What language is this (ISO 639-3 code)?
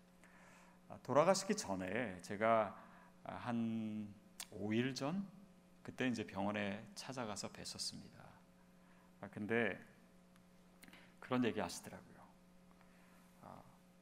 kor